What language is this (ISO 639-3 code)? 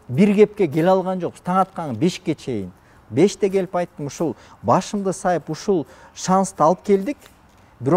kir